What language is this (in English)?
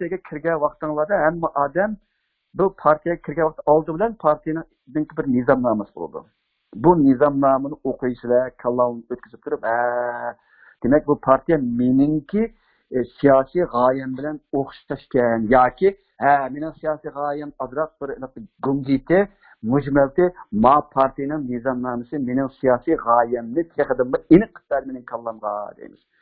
Uyghur